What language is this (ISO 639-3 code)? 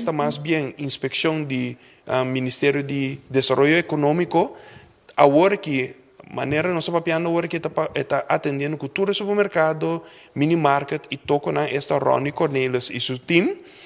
pap